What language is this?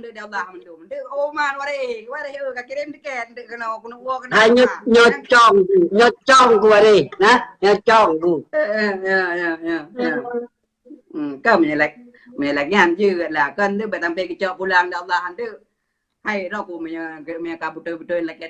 Achinese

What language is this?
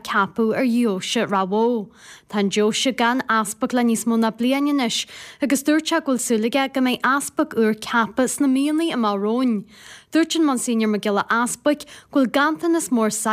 Irish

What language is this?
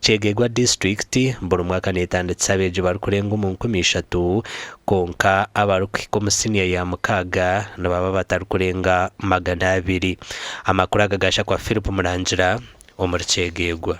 Nyankole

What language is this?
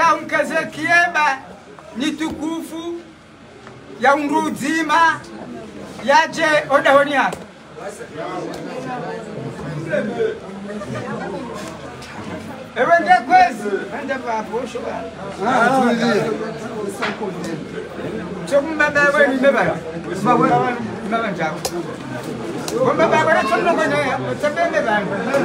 Swahili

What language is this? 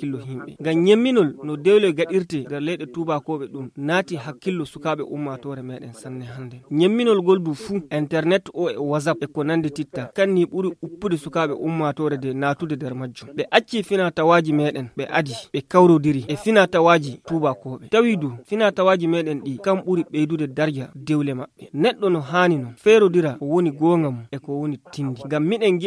Nigerian Fulfulde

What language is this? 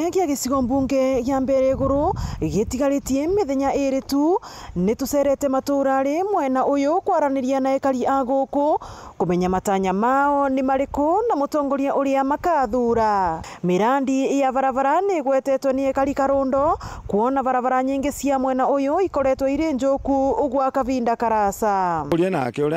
Meru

